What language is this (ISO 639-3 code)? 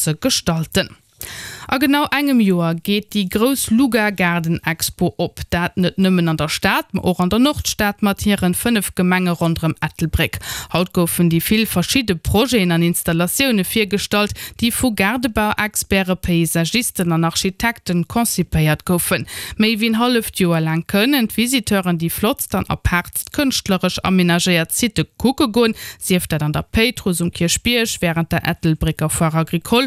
ltz